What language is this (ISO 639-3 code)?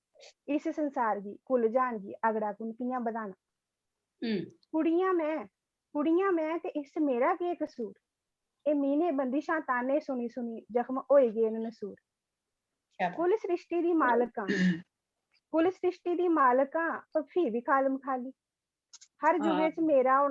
doi